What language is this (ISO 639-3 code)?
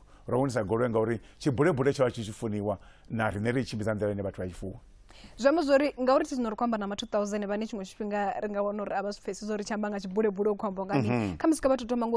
ven